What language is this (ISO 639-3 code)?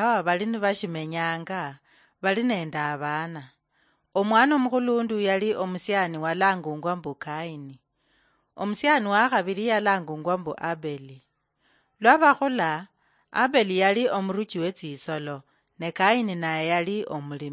luy